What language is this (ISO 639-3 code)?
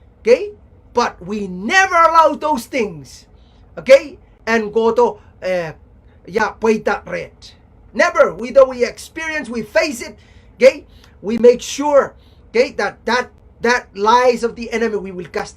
pon